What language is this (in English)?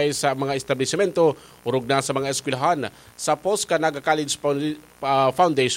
Bikol